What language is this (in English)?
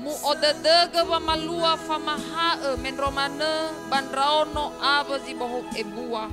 Nias